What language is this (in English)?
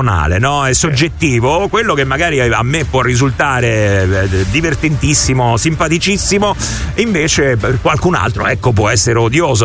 Italian